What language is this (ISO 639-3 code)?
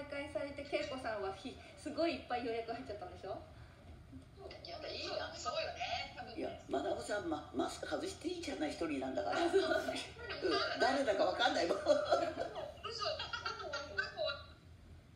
jpn